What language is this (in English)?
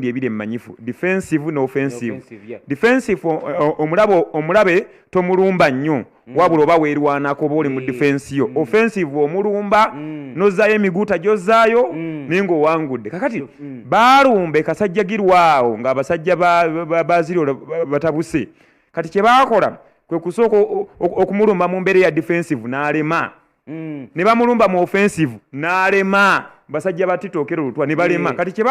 Ganda